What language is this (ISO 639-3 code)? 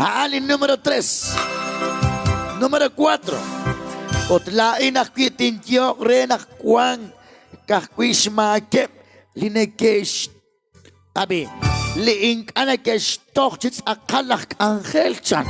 kek